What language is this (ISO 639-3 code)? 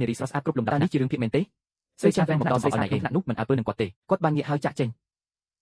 khm